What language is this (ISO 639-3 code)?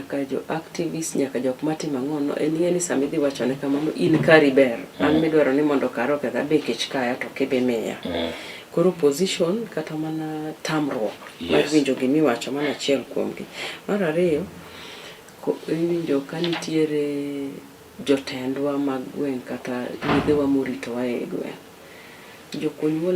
luo